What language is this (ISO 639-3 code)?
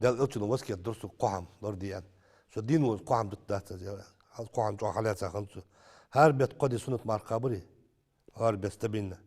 inh